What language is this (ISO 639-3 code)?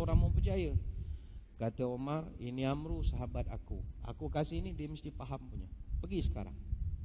msa